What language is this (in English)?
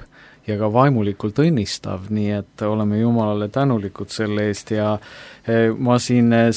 Estonian